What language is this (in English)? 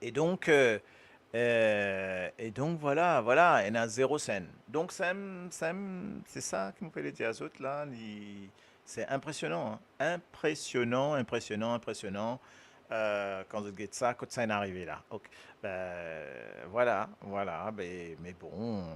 Morisyen